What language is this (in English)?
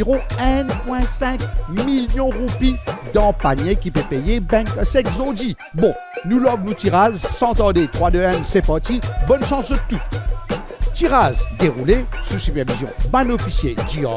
Morisyen